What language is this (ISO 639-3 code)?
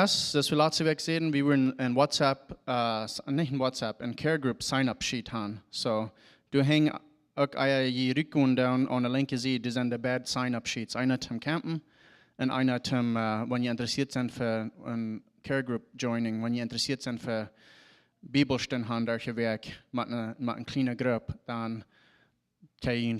pdt